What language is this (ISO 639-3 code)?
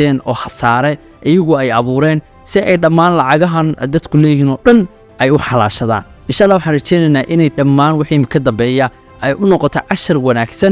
som